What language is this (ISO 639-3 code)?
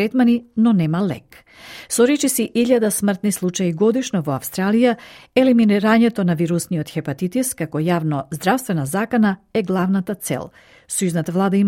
mkd